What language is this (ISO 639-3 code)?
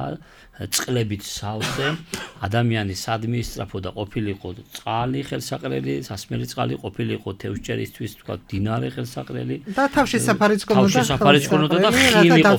kat